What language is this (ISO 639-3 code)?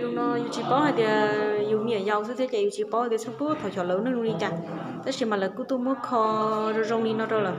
hmn